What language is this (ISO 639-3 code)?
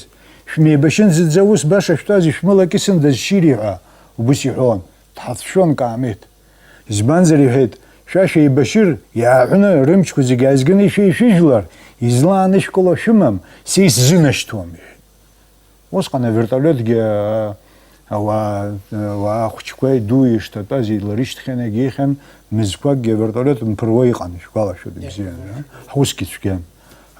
abk